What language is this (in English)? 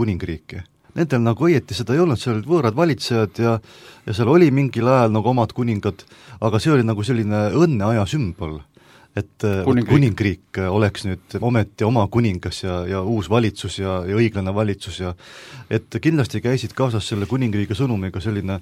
Estonian